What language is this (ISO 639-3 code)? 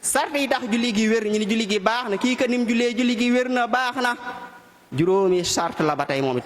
wol